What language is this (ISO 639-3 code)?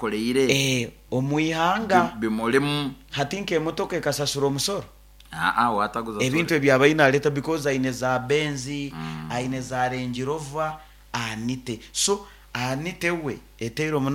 nyo